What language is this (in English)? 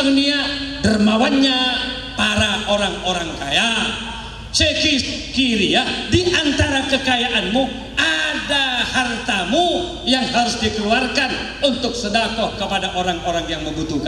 Madurese